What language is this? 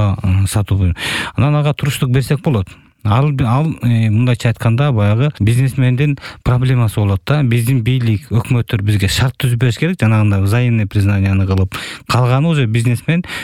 Kyrgyz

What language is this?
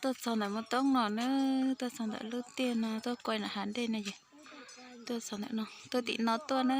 Hmong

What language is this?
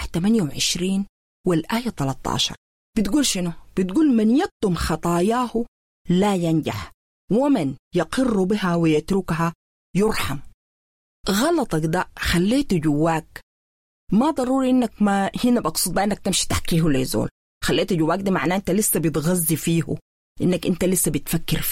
Sudanese Arabic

